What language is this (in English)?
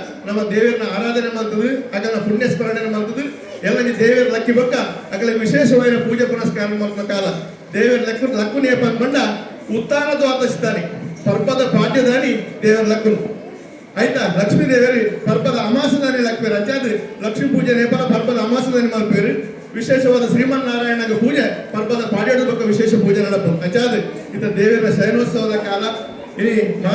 Tulu